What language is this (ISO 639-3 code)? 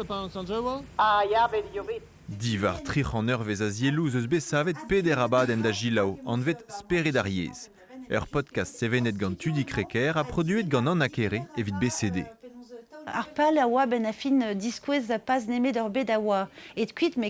bre